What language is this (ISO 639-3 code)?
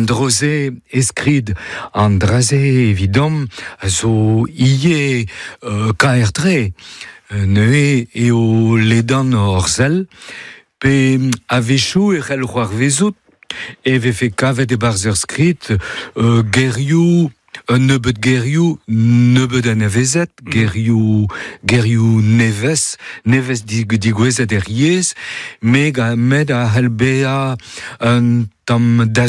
bre